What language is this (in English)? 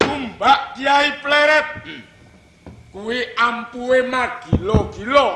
Javanese